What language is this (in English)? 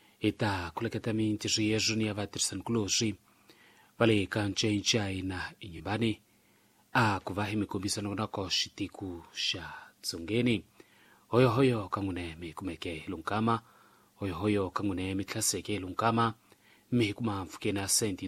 Tsonga